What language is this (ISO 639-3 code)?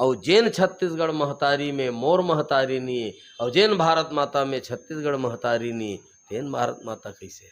hne